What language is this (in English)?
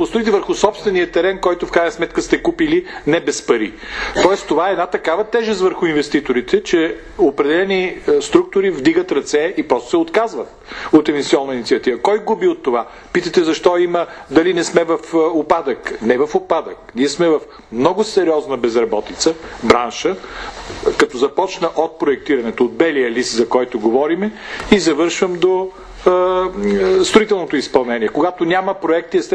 Bulgarian